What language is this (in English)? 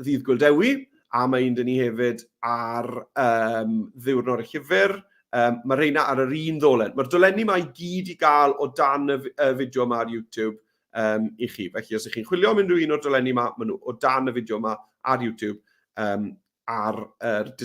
Welsh